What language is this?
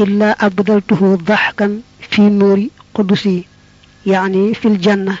Wolof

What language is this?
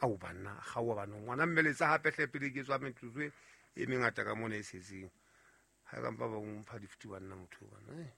Southern Sotho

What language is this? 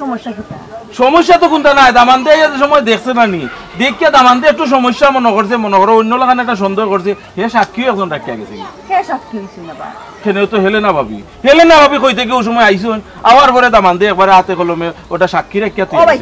Sylheti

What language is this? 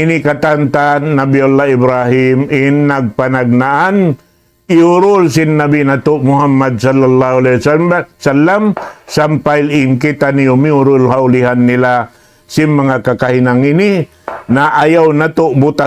Tausug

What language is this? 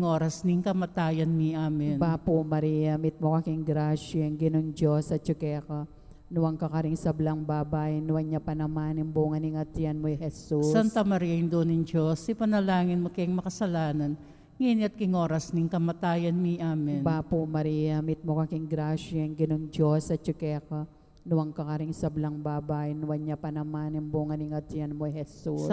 Pampanga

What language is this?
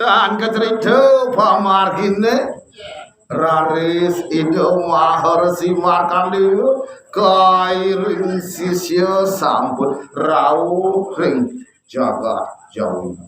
Balinese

